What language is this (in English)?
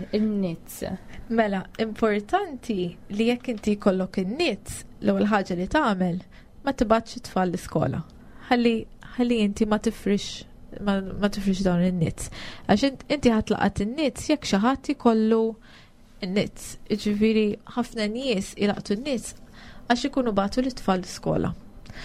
Maltese